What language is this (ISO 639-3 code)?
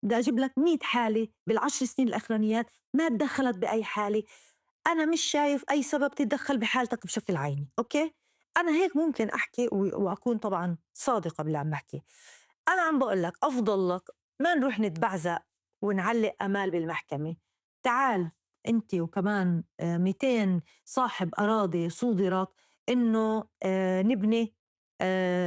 apc